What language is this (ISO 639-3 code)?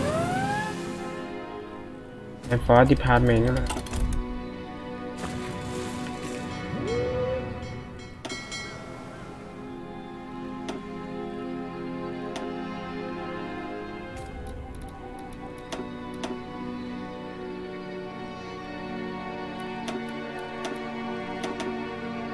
tha